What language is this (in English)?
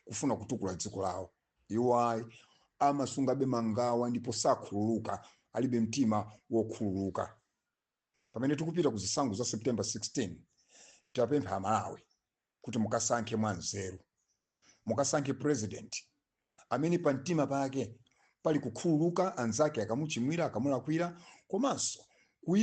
Nyanja